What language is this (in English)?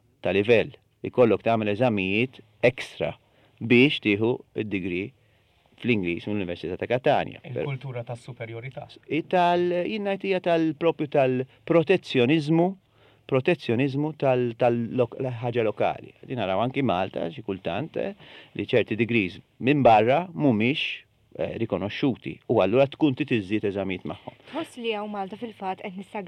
Maltese